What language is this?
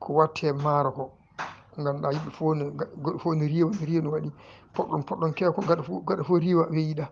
Fula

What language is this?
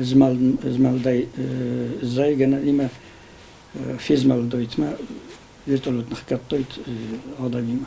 Ossetic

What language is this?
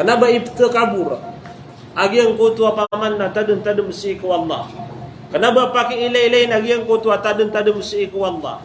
Maranao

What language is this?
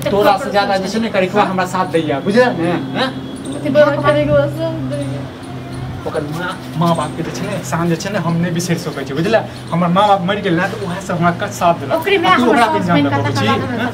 Maithili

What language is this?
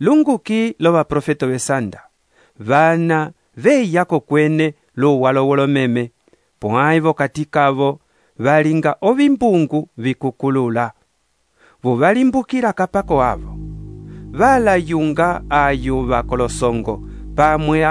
Umbundu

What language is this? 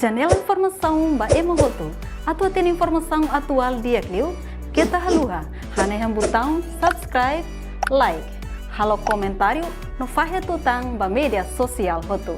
Tetum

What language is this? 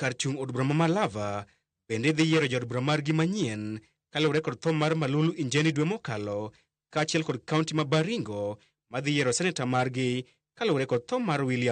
Luo (Kenya and Tanzania)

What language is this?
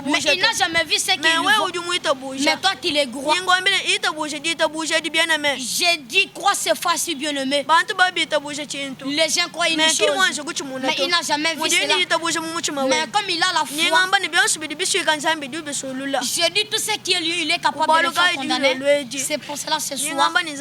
Luba-Lulua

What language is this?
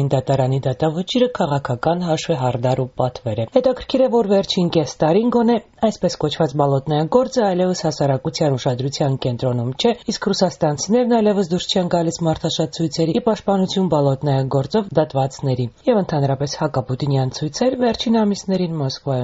Armenian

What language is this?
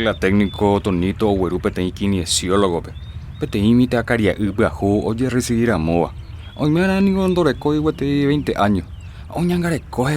Guarani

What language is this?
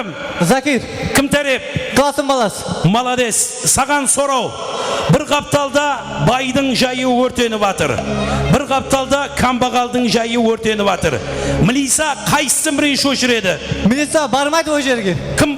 Kara-Kalpak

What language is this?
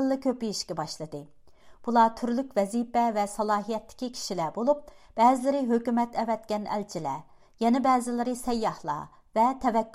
Uyghur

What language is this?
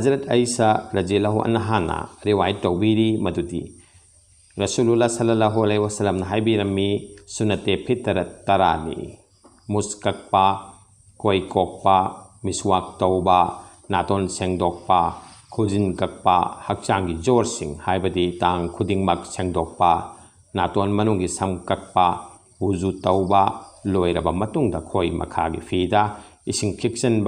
Manipuri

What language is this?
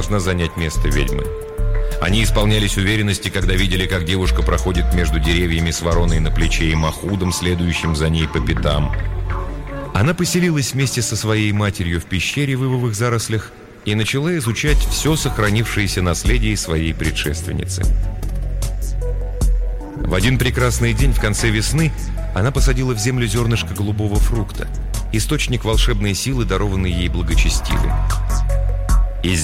Russian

